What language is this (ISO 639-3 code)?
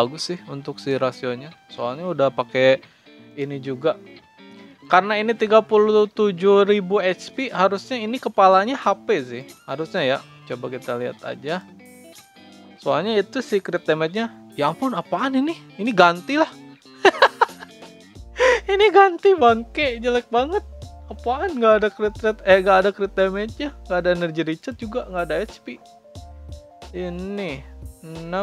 ind